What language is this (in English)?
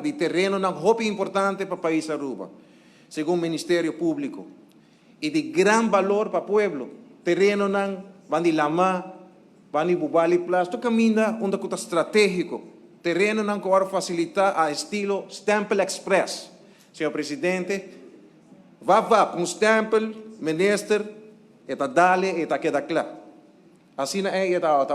Papiamento